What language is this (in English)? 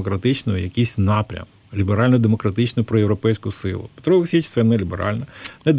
Ukrainian